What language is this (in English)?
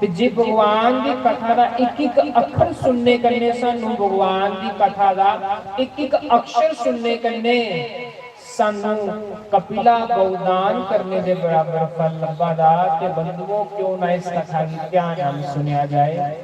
Dogri